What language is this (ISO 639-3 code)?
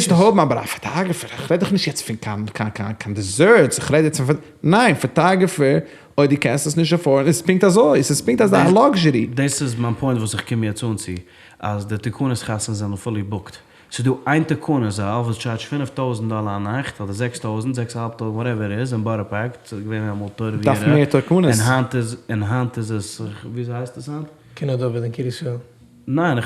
yid